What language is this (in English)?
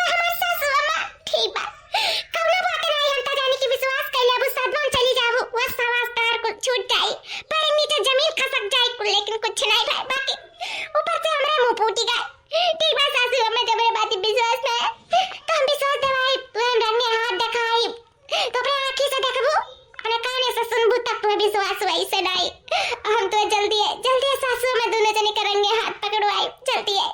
Awadhi